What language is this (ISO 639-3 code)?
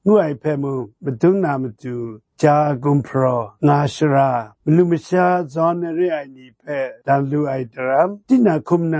kac